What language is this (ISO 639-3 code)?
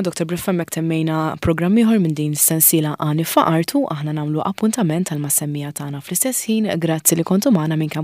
mlt